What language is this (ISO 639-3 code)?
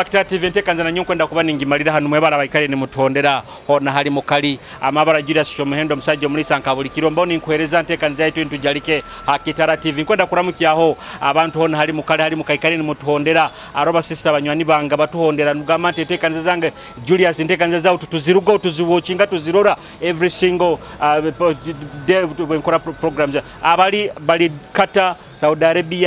nyo